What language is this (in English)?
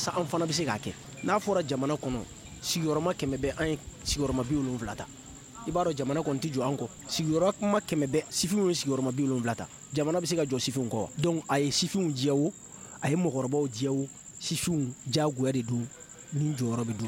Bambara